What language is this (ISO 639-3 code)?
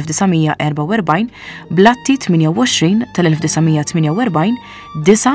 mlt